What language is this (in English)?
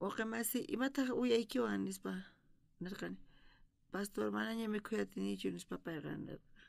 South Bolivian Quechua